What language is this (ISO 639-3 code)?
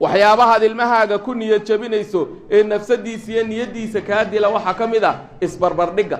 som